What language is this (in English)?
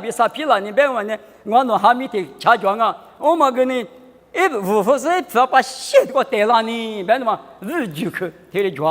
Lisu